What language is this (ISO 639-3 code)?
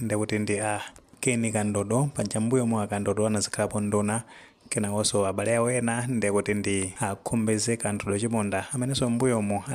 nya